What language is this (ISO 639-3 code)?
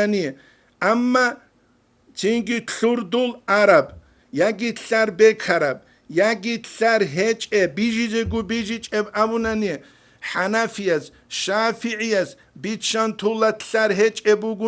ava